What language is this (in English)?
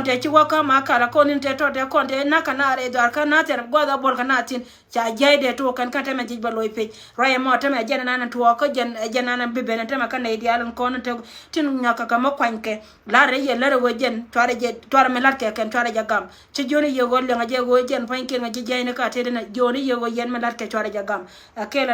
Nuer